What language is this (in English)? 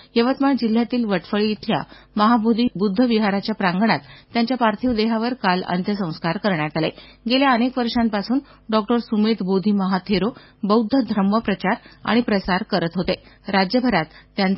Marathi